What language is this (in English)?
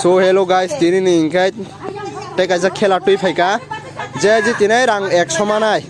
Kok Borok